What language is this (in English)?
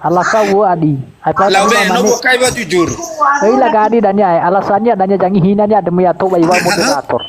Nias